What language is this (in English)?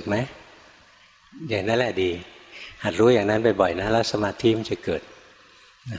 Thai